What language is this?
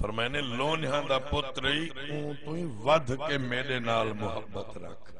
Saraiki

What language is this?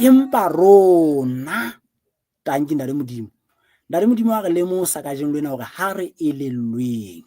Southern Sotho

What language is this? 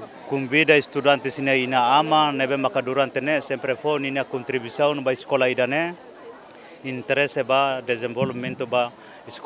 Tetum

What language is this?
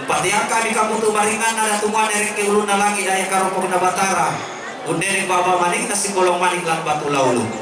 Toraja-Sa'dan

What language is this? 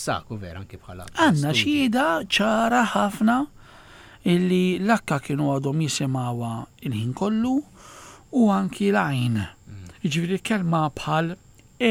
Maltese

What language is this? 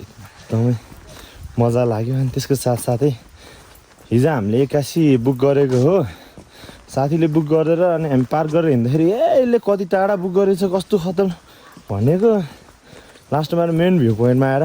Nepali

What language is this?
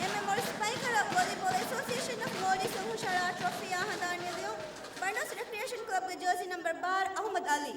Divehi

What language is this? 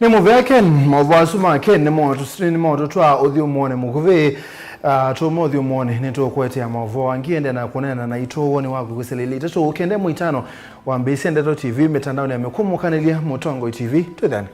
Kamba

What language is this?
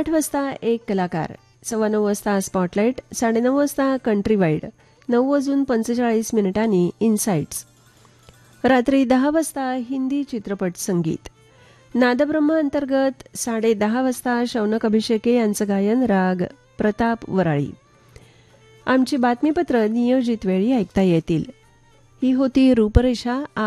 Marathi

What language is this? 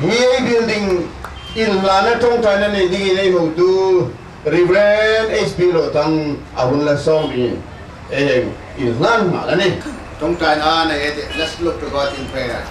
Hmar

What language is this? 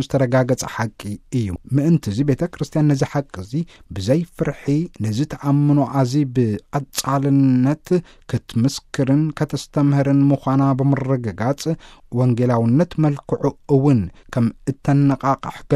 Tigrinya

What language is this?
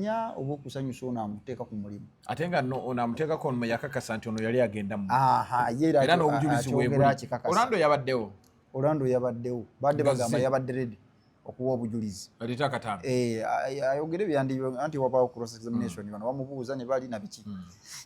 Ganda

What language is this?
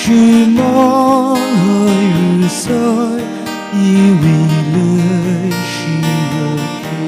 Tangkhul Naga (India)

